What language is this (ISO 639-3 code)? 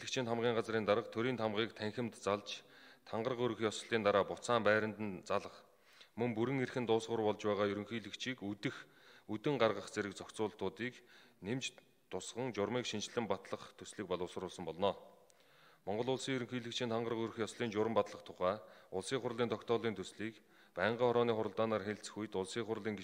mon